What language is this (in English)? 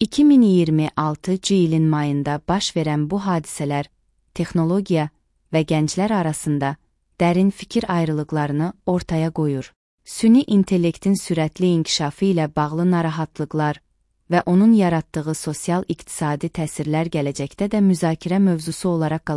Azerbaijani